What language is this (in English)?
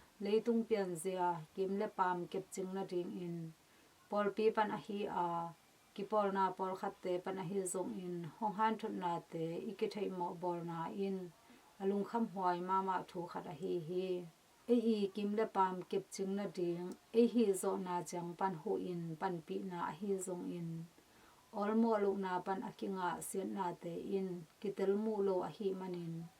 Tedim Chin